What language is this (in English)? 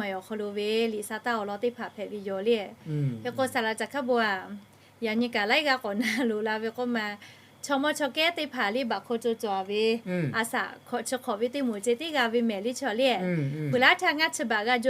Lahu